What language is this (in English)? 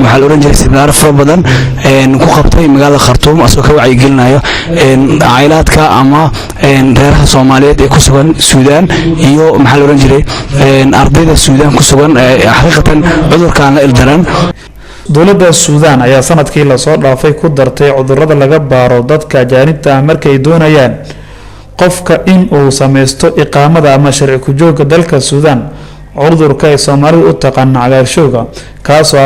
Somali